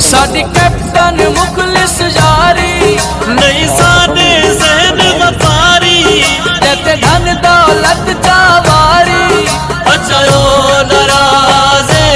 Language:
Pahari-Potwari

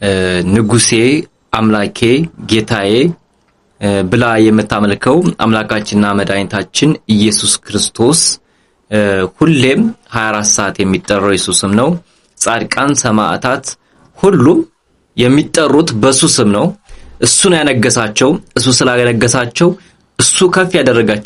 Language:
Amharic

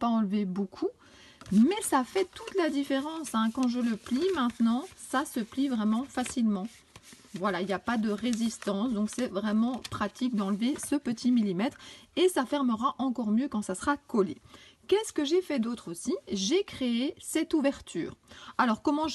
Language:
French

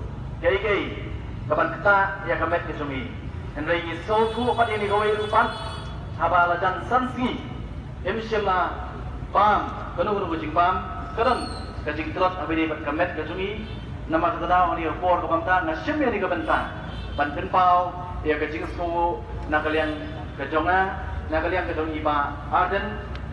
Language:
Khasi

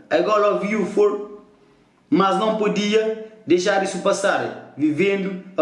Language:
Kabuverdianu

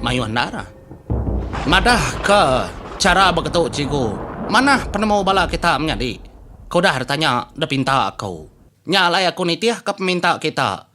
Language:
Iban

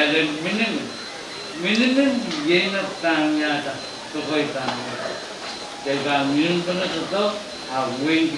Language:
Pohnpeian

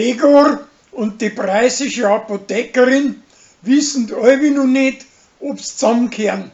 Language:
Bavarian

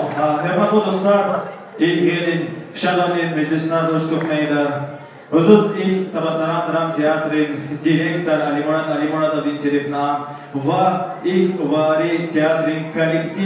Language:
Tabassaran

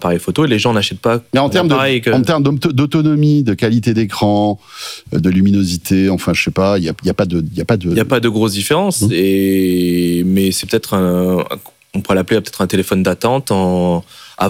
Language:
French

